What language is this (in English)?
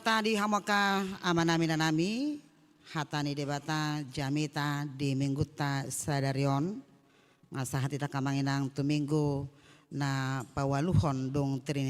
Batak Toba